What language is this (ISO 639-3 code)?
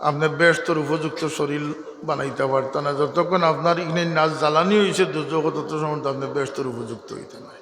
syl